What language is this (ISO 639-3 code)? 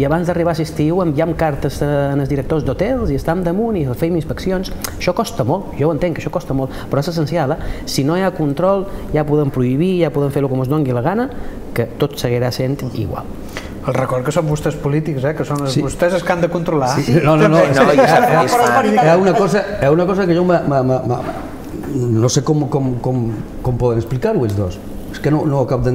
cat